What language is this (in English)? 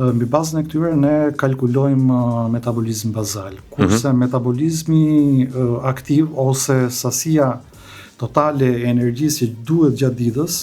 Albanian